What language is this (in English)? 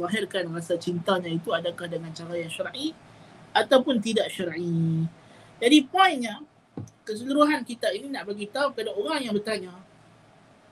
Malay